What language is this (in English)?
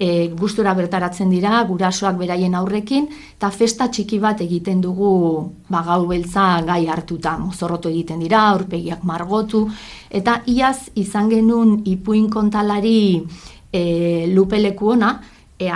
Basque